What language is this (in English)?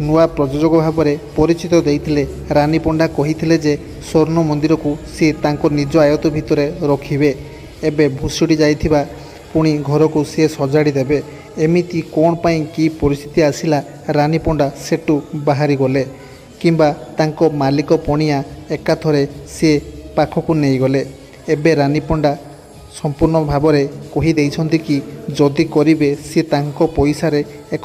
Odia